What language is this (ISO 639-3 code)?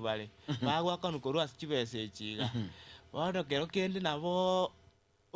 guz